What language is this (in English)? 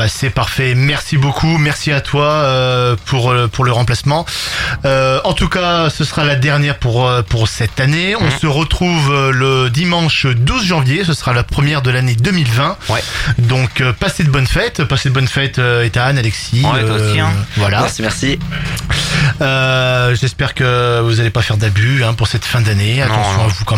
French